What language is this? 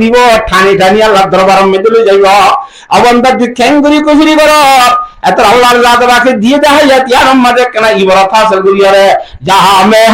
Rohingya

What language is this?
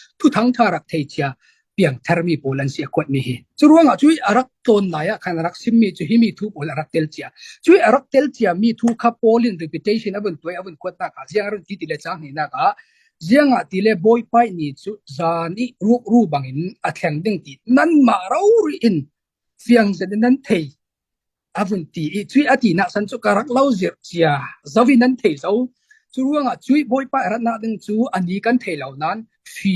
Falam Chin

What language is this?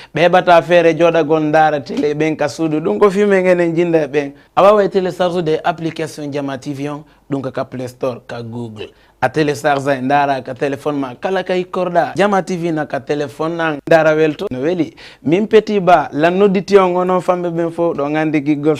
Fula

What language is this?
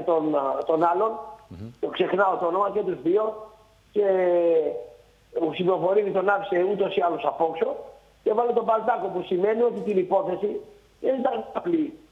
Greek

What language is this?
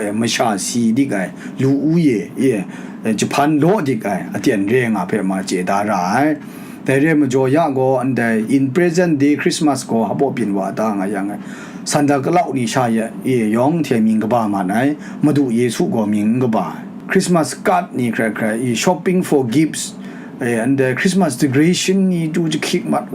Kachin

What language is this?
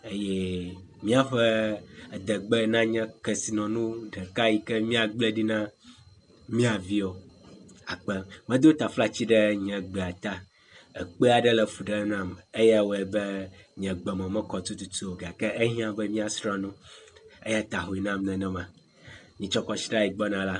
Ewe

